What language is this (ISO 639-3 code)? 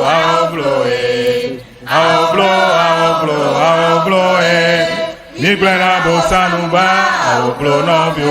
ewe